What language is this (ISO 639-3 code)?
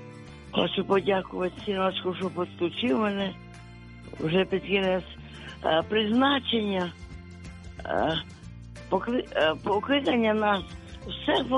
ukr